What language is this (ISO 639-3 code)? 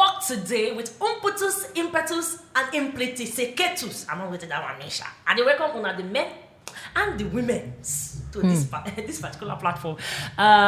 pcm